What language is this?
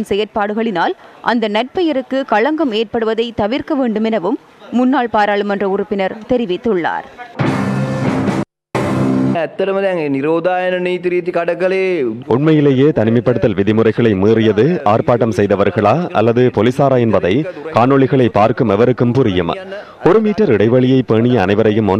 Tamil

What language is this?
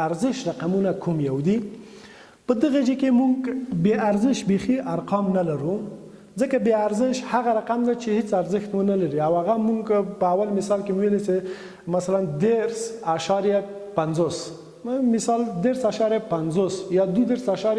Pashto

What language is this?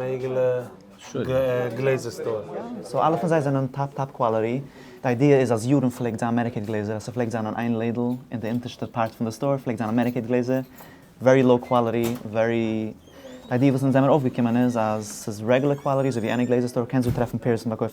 Yiddish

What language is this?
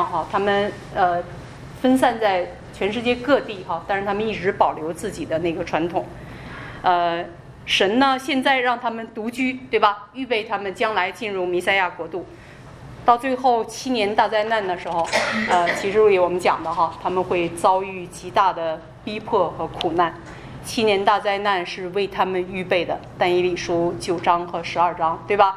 Chinese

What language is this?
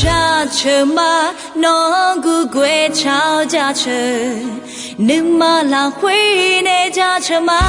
Akha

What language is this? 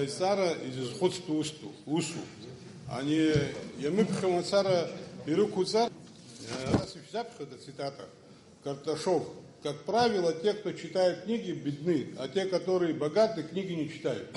Abkhazian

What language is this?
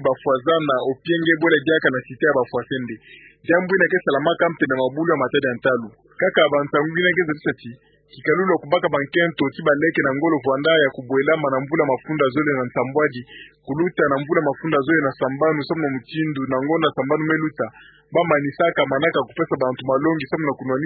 Kituba (Democratic Republic of Congo)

